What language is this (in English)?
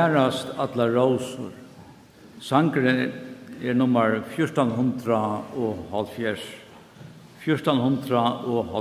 Faroese